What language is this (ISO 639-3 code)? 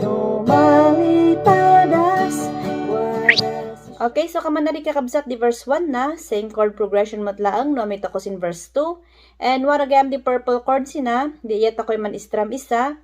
kne